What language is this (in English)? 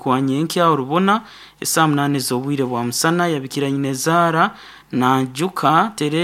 Nyoro